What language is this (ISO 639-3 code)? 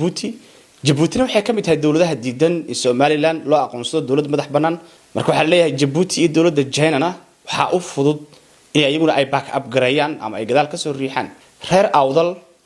som